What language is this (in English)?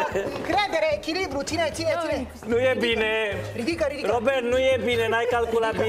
Romanian